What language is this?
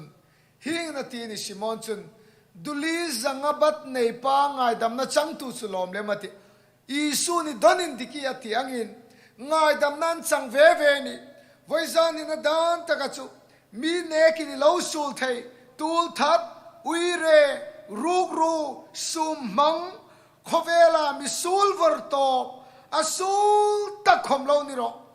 Hmar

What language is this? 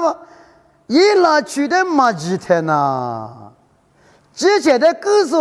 Lisu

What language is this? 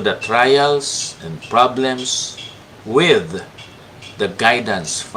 Hiligaynon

